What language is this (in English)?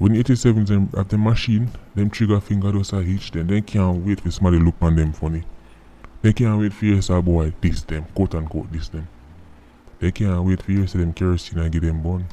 Jamaican Creole English